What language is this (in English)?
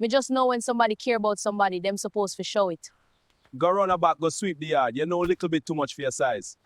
Jamaican Creole English